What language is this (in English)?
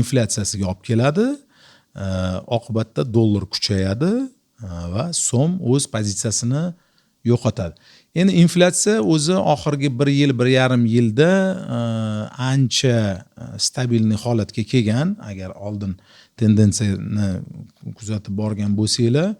Uzbek